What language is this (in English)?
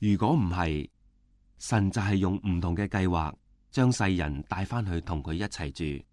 Cantonese